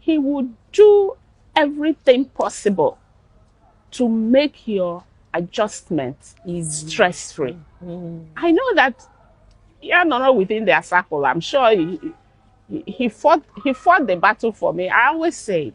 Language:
Igbo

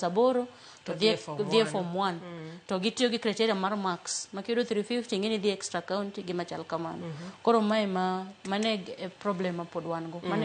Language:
Luo (Kenya and Tanzania)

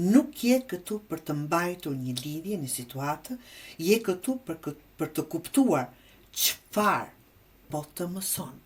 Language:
Albanian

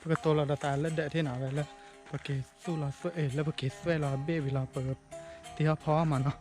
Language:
S'gaw Karen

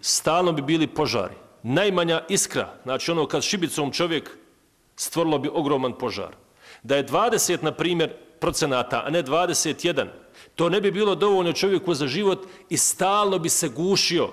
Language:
Bosnian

